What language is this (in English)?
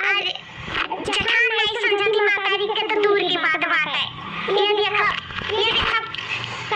Awadhi